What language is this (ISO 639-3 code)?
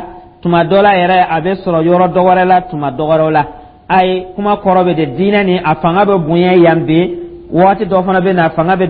dyu